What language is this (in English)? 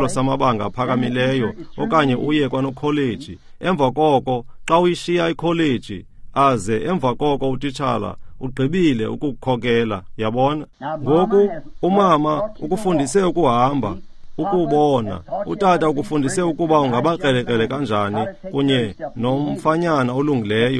Xhosa